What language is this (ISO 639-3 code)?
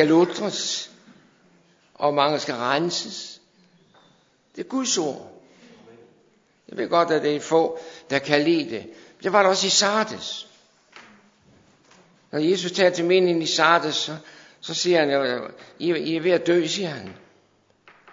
dan